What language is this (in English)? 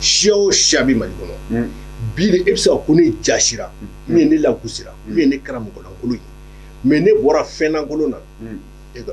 Bambara